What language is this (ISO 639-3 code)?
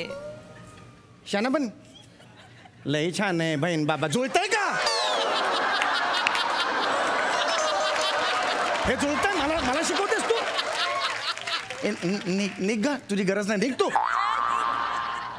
mar